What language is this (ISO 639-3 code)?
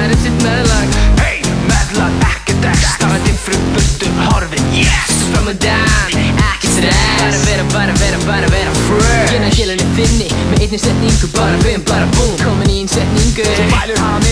isl